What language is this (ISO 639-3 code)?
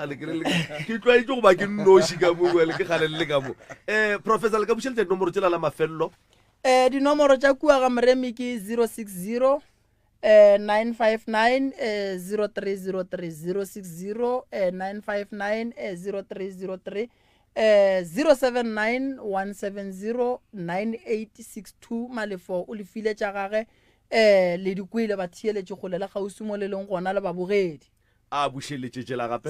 nso